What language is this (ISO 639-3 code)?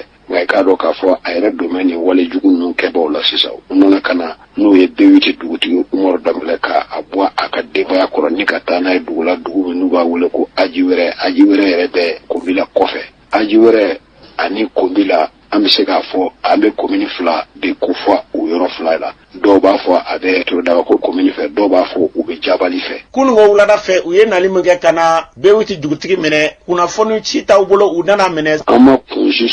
bam